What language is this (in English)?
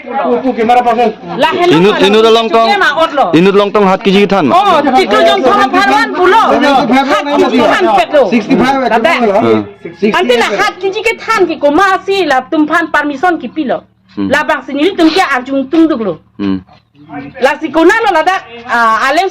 Karbi